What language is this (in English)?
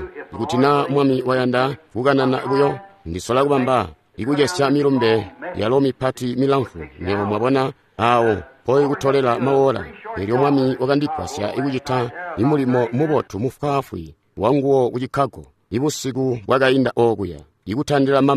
Tonga (Zambia)